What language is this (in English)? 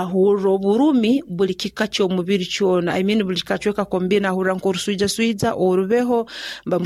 Nyoro